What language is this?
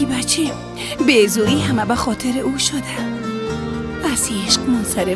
Persian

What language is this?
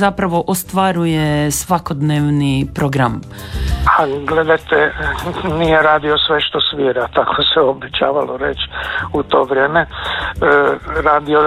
Croatian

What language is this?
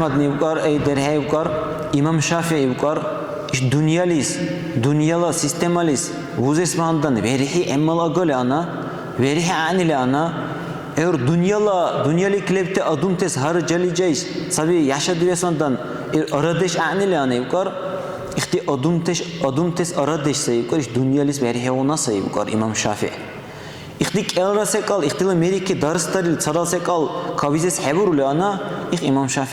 Dargwa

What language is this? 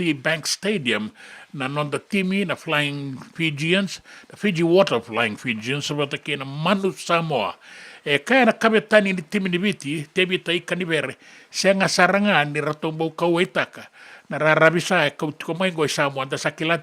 Fijian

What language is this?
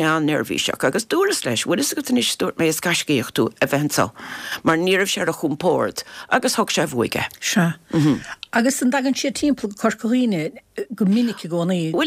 Irish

